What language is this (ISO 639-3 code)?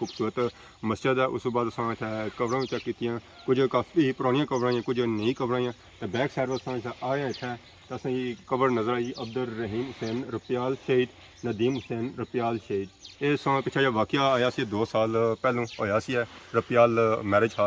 phr